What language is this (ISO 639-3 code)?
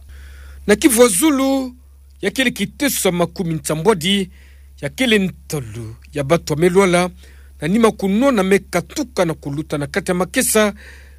ktu